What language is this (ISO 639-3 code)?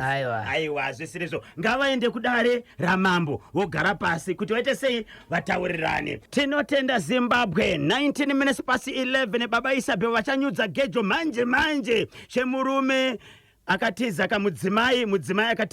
sna